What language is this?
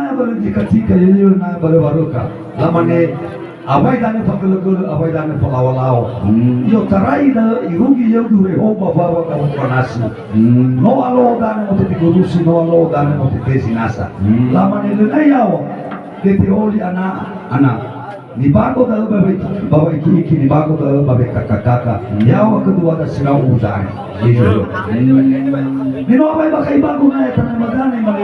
Nias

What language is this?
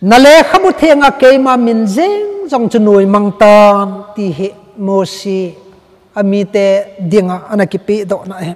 Thado Chin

